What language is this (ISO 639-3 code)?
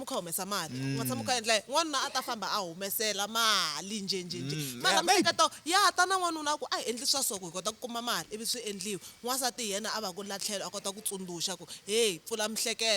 tso